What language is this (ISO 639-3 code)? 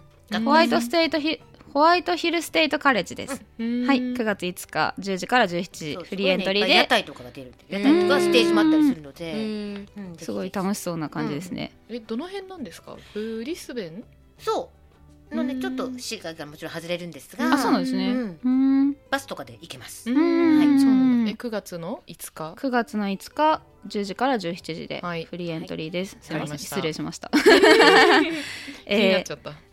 jpn